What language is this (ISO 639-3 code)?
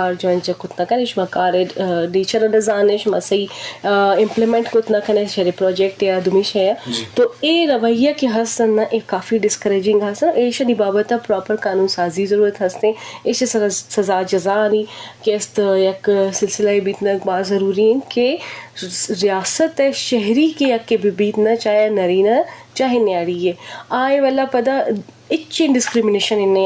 bgp